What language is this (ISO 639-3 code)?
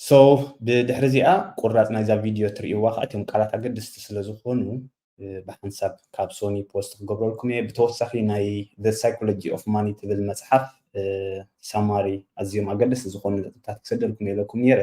tir